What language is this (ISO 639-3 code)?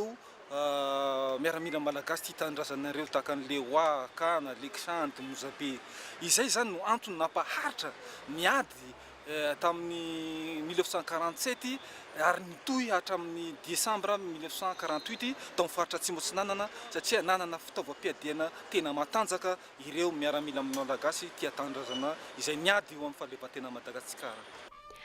mlg